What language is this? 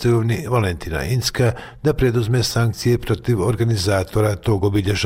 Bosnian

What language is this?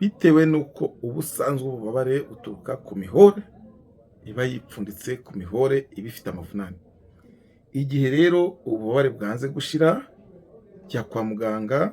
Kinyarwanda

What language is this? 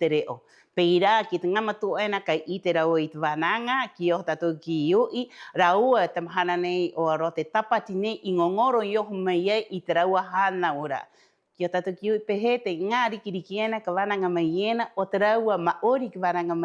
Rapanui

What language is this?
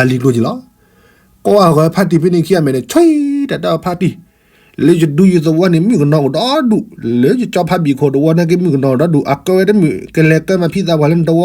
S'gaw Karen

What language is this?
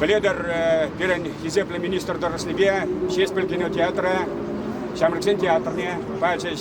Chuvash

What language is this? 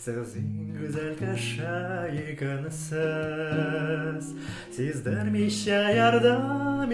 Tatar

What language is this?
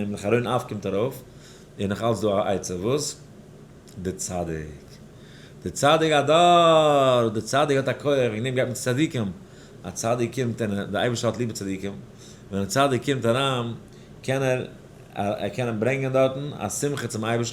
Yiddish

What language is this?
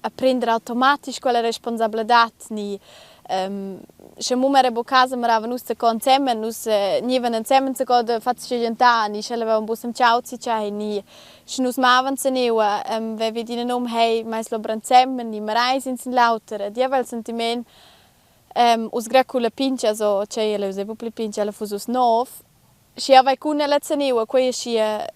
Romansh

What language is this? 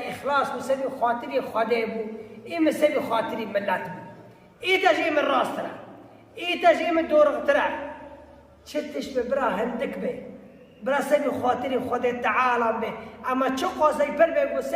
Kurdish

